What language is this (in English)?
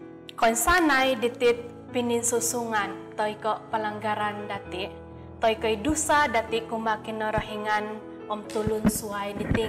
Central Dusun